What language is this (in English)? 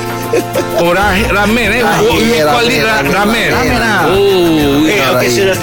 Malay